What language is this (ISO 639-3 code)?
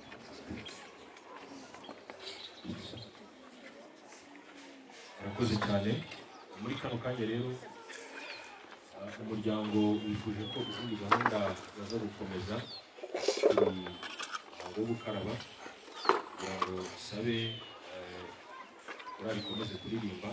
kin